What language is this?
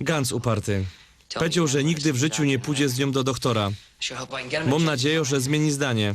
Silesian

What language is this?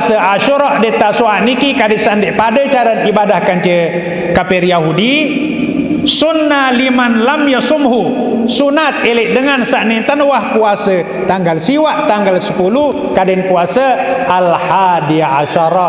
Sasak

